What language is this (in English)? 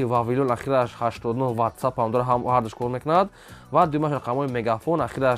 Tajik